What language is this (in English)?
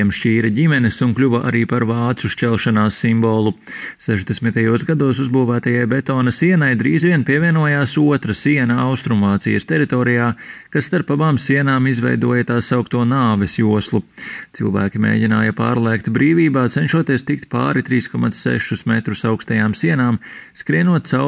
Latvian